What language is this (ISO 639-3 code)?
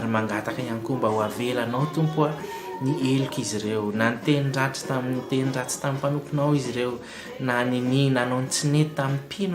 mlg